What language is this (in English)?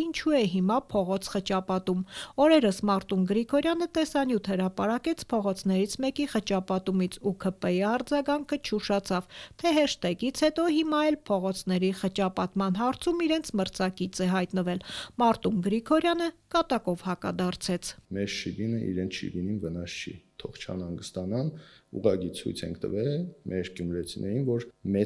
Armenian